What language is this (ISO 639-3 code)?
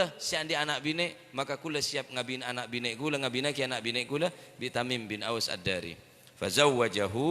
mad